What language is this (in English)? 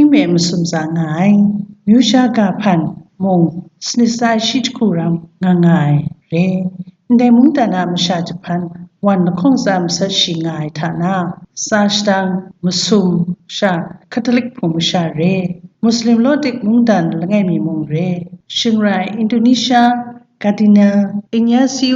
Kachin